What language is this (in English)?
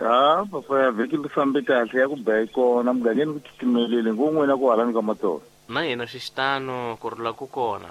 Tsonga